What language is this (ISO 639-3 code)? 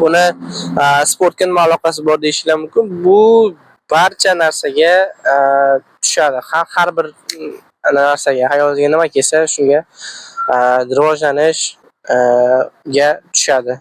uzb